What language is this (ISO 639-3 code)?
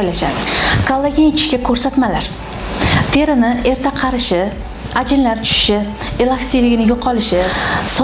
uzb